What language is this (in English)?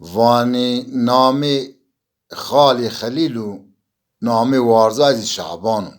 Zaza